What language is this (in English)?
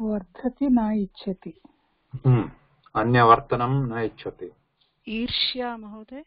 Sanskrit